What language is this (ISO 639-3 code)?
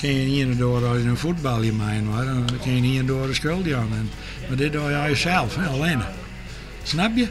fry